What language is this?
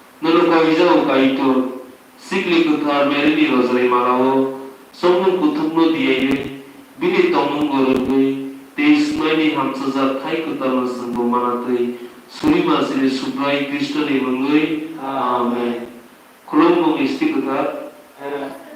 Kok Borok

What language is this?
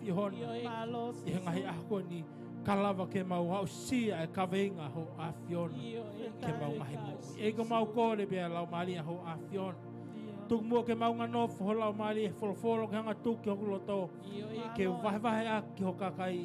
Tongan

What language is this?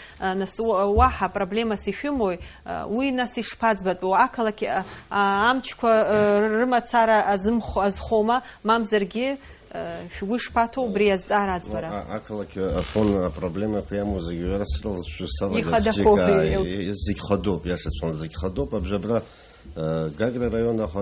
Abkhazian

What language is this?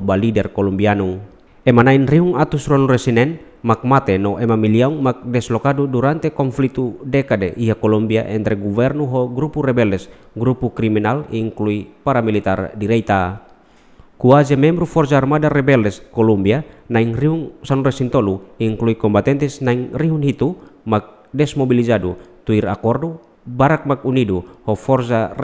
Tetum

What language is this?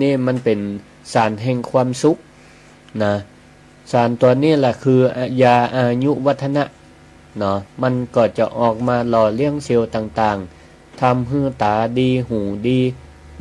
Northern Thai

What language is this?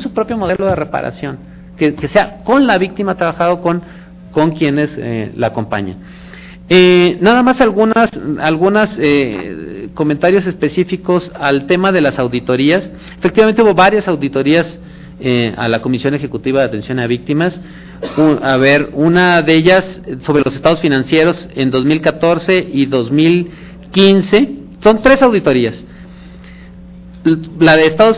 Spanish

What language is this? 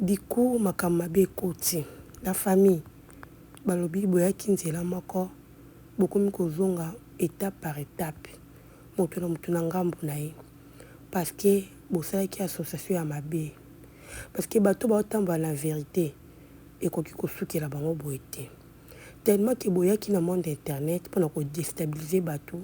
Lingala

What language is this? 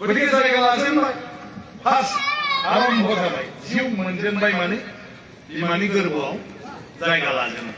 Bodo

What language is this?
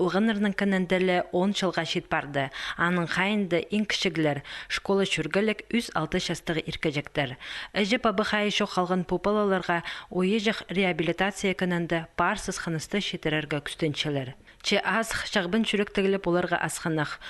Khakas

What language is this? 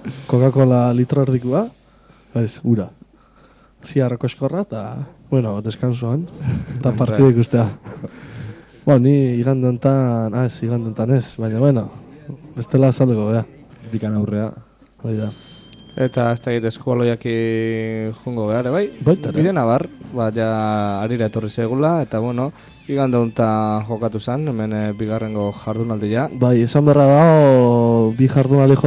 Basque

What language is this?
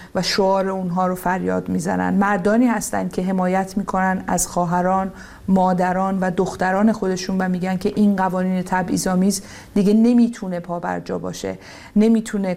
Persian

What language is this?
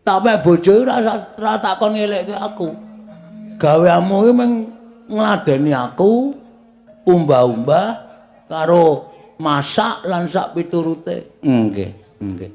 Javanese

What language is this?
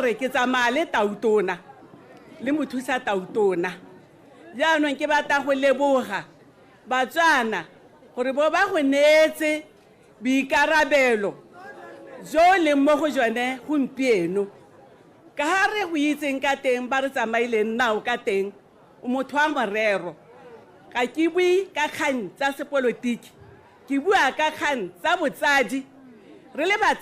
Tswana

